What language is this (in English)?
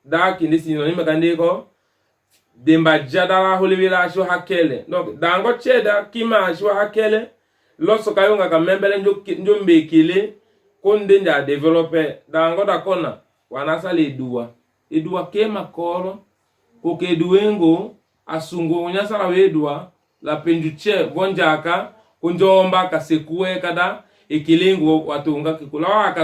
Tetela